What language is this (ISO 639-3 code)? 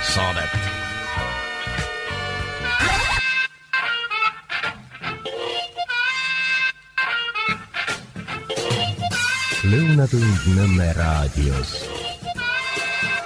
est